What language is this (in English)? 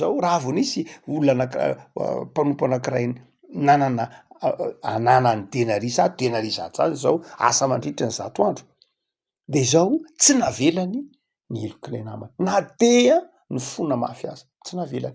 Malagasy